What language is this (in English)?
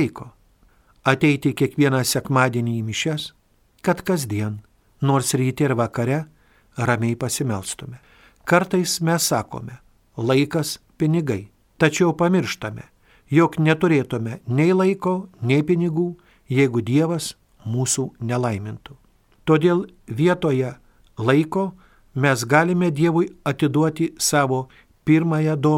Lithuanian